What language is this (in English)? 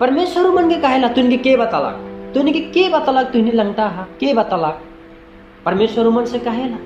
Sadri